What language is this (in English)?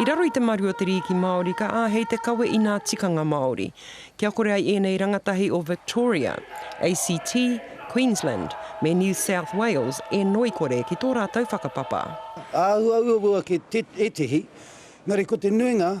Māori